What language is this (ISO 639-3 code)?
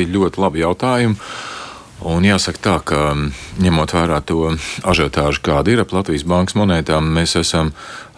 lav